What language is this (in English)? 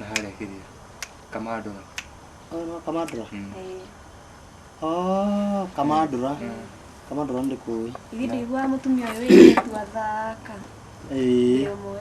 Kikuyu